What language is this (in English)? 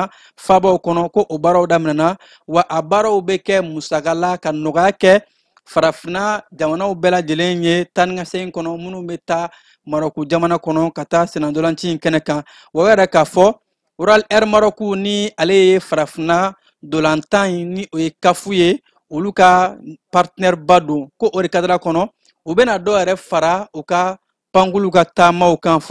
Bambara